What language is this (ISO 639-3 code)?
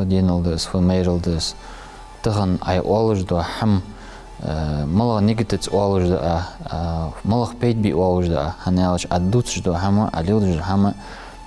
inh